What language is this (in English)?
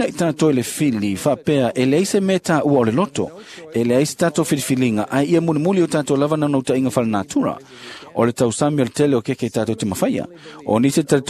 Samoan